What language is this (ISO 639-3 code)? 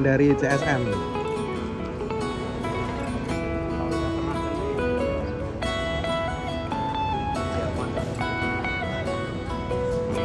ind